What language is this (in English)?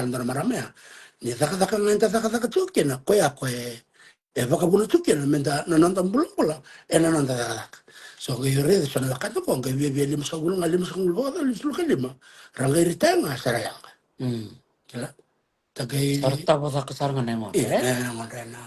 Fijian